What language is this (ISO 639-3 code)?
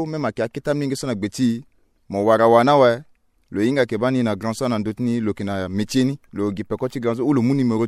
sag